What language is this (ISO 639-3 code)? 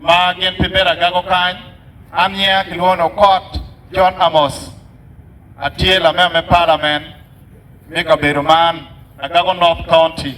ach